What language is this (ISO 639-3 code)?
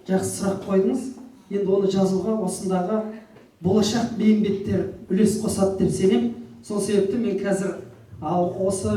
kaz